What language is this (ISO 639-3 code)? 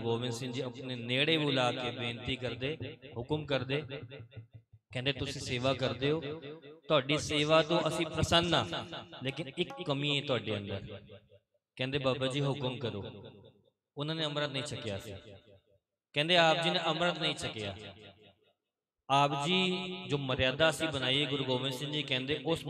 pan